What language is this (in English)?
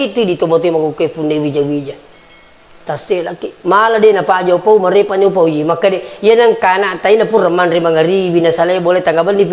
Buginese